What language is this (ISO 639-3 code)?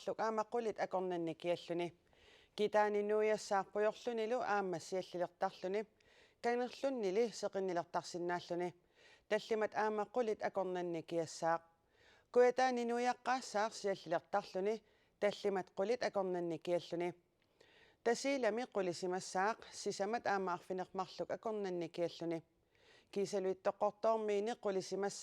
kal